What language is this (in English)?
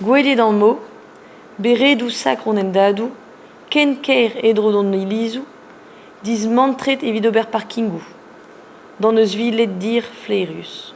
Breton